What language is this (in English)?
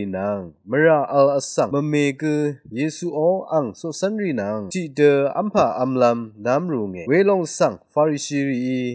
Rawang